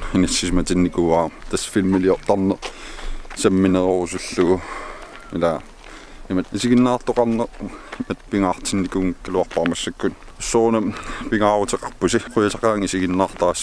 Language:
Kalaallisut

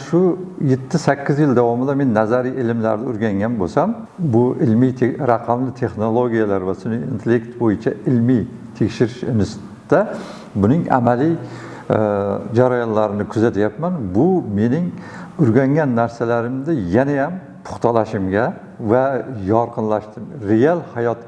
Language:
Uzbek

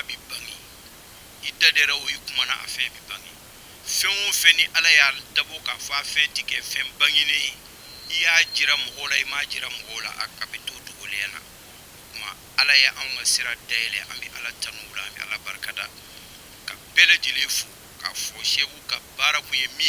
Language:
Bambara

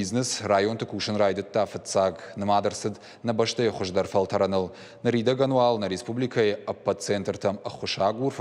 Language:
Ossetic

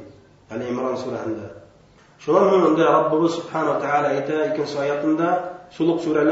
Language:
Bashkir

